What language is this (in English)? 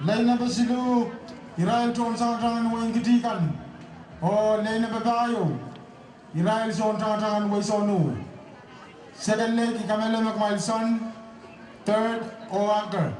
Pohnpeian